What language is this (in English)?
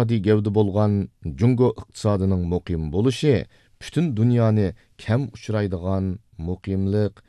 Uyghur